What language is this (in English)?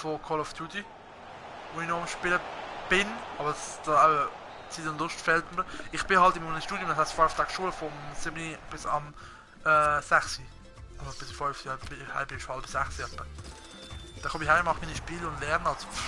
Swiss German